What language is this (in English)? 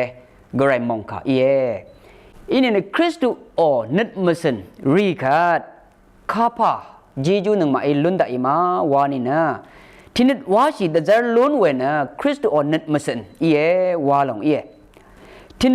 Rawang